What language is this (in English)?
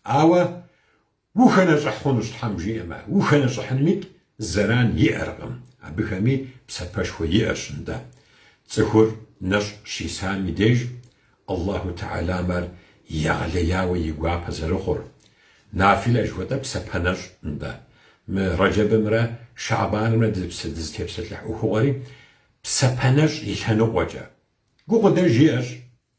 Kabardian